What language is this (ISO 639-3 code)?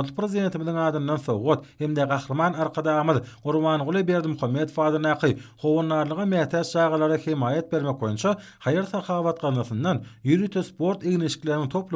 tuk